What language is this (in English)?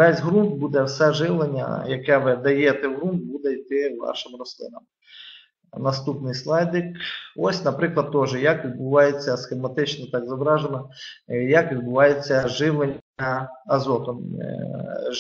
Ukrainian